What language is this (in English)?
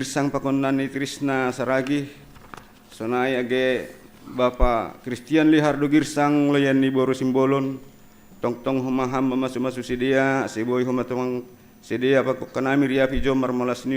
Batak Simalungun